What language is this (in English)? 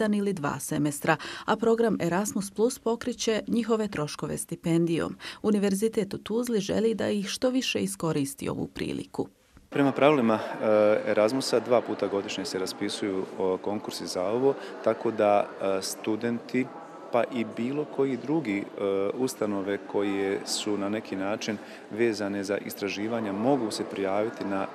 Bosnian